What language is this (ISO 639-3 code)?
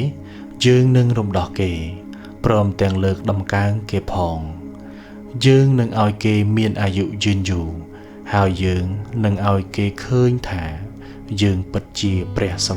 khm